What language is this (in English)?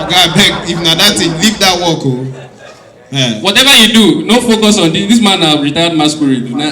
Nigerian Pidgin